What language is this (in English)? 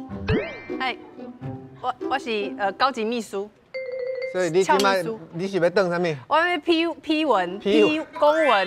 Min Nan Chinese